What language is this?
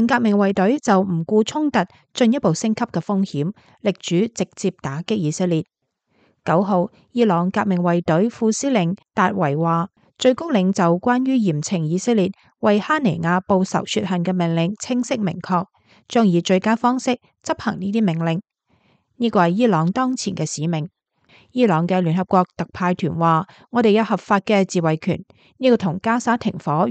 Cantonese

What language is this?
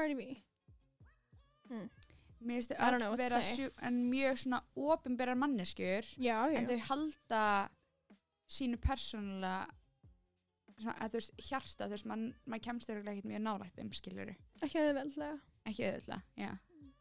Icelandic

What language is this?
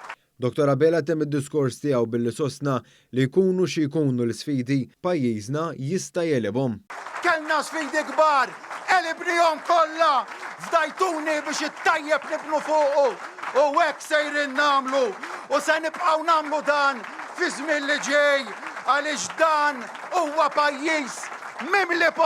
Maltese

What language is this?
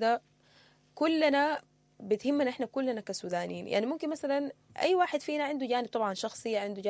Sudanese Arabic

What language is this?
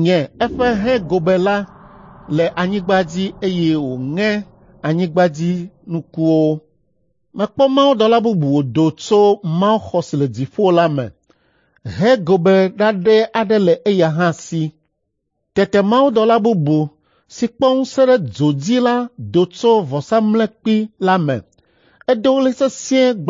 Ewe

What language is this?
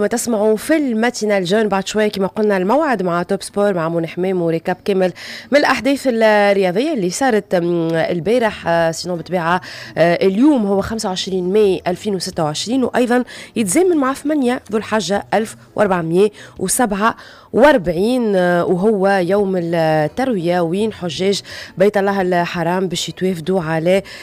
Tunisian Arabic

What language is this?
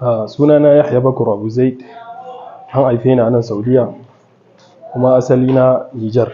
Hausa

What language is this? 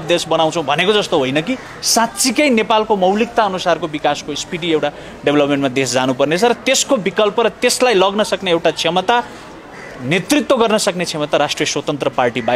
Nepali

